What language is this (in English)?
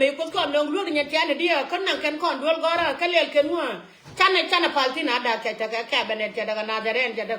Nuer